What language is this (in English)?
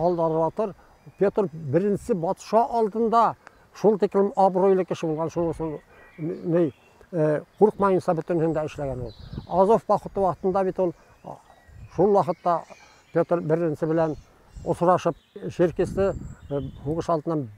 Bashkir